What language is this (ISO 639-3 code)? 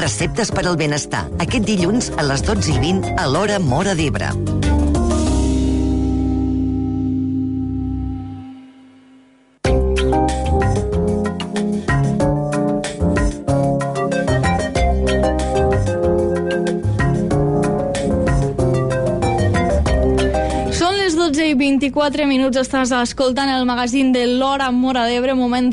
cat